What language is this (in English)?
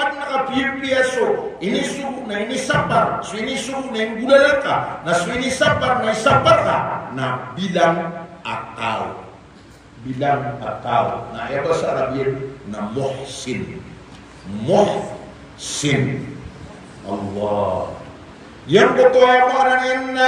Maranao